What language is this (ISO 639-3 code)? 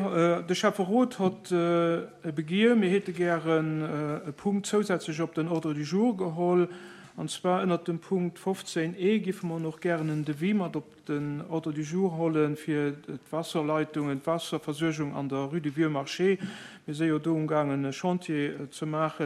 ltz